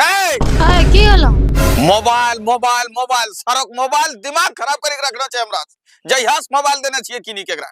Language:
Angika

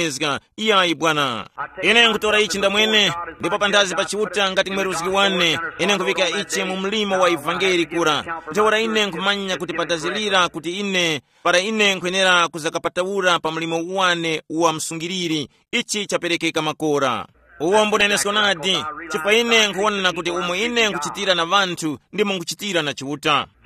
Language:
Tumbuka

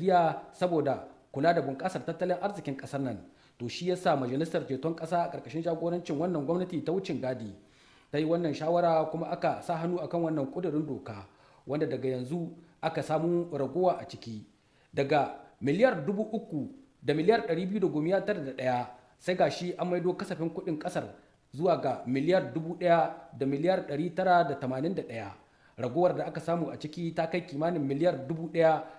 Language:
Hausa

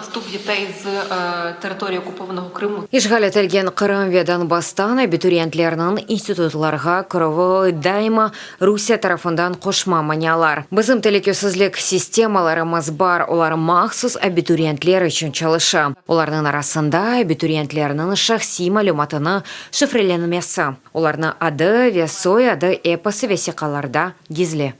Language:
Crimean Tatar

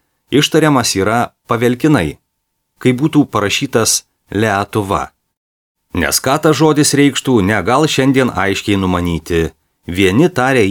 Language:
Lithuanian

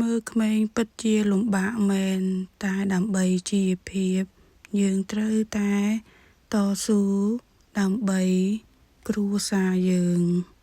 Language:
Khmer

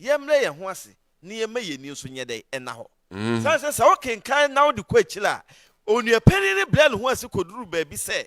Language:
Akan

